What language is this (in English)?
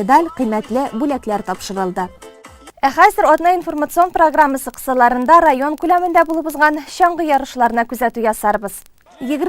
Tatar